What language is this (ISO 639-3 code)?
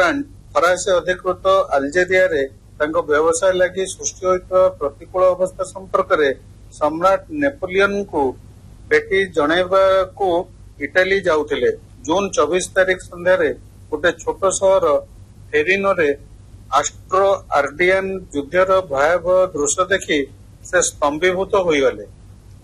ori